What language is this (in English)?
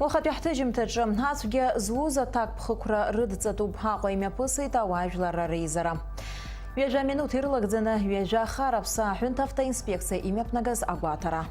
Abkhazian